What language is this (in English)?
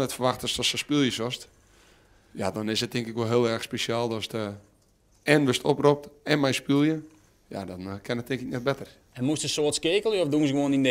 Western Frisian